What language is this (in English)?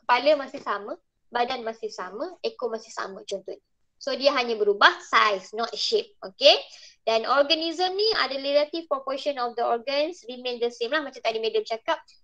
Malay